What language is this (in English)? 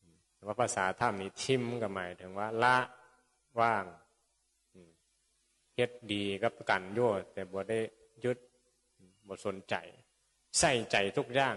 Northeastern Thai